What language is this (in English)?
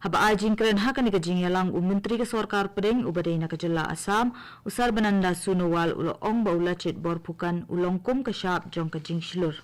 Khasi